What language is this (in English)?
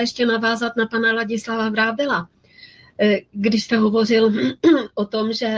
Czech